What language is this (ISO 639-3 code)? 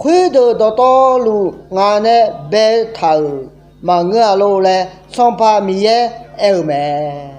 ahk